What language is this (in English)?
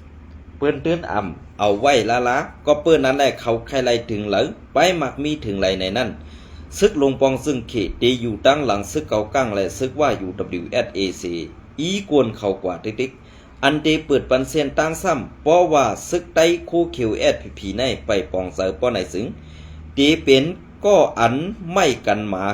Shan